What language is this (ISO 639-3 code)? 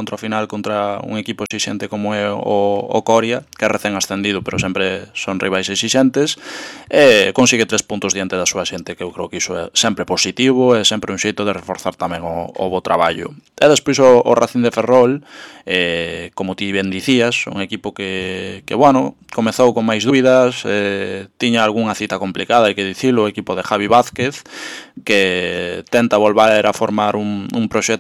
glg